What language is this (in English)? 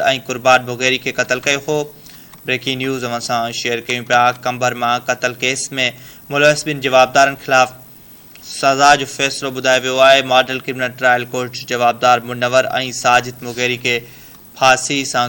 Sindhi